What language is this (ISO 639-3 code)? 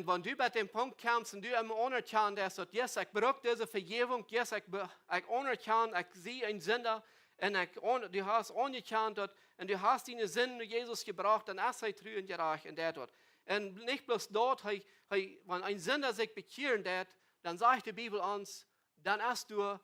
pdt